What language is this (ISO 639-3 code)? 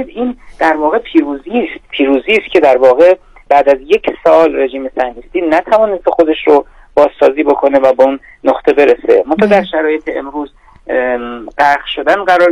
fas